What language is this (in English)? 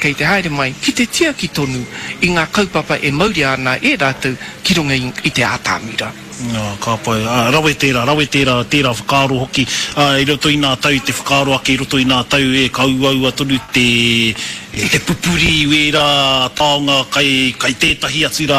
Māori